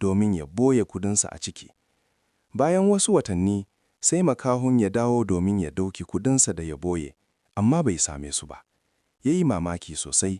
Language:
Hausa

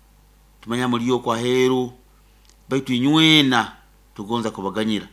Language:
Nyoro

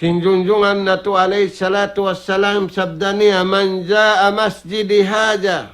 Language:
Tausug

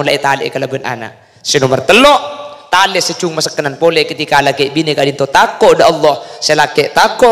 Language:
Madurese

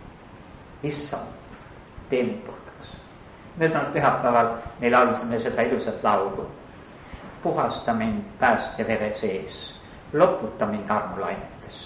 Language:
Estonian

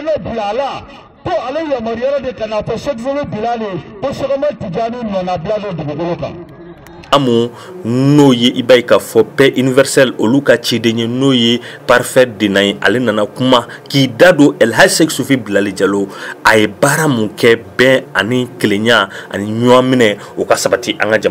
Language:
Bambara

